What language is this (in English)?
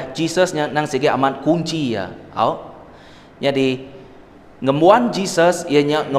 Iban